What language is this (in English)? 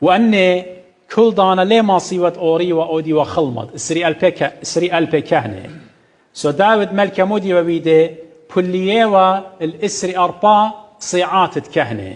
Assyrian Neo-Aramaic